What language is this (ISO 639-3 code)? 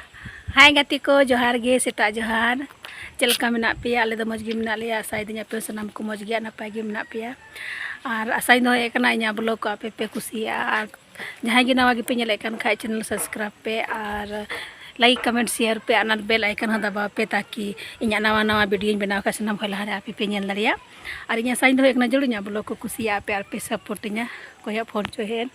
sat